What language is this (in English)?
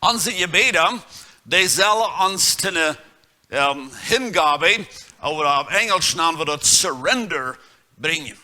Plautdietsch